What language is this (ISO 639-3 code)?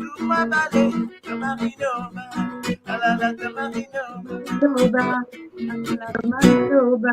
mfe